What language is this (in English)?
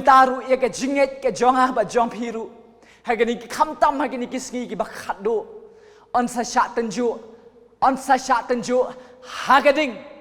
Khasi